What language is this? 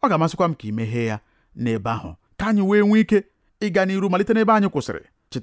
Igbo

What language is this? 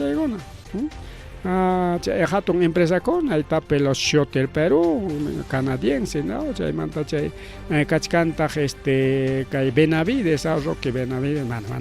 Ayacucho Quechua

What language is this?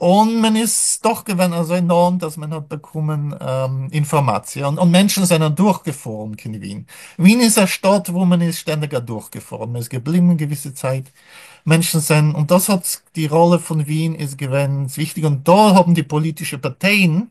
Yiddish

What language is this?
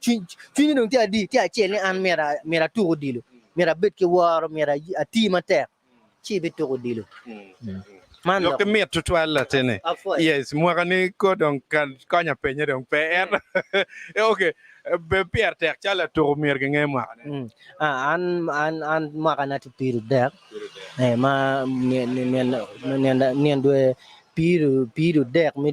Acoli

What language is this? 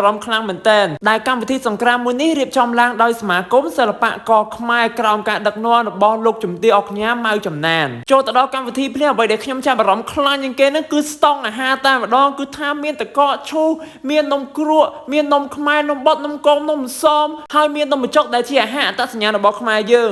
Khmer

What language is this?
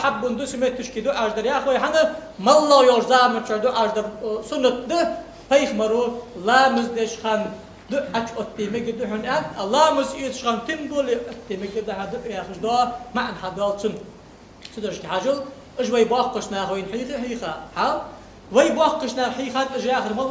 Ingush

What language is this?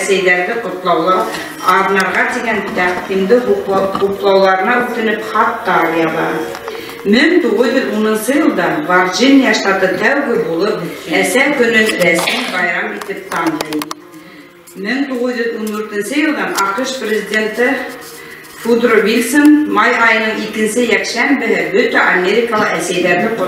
Bashkir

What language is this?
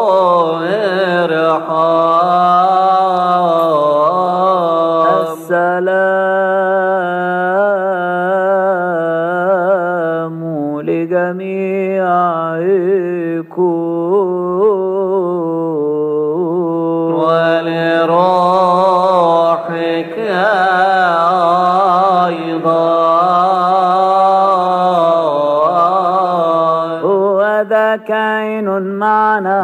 Egyptian Arabic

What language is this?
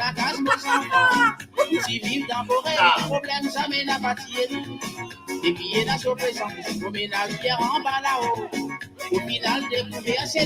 Morisyen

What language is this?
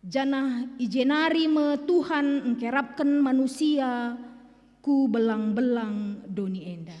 Batak Karo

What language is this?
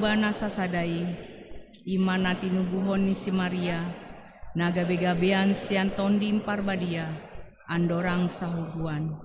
Batak Toba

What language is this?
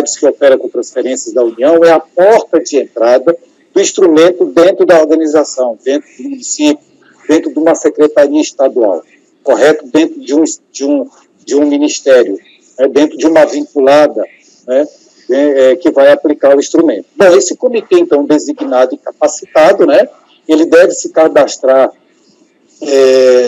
Portuguese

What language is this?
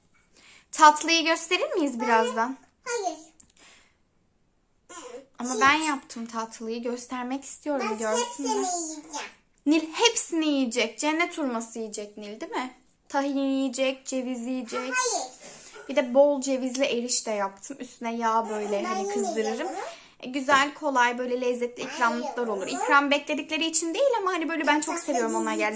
Turkish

